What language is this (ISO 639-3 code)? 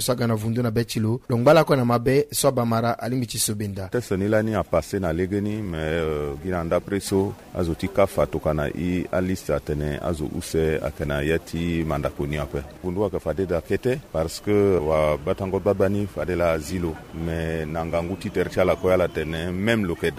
sag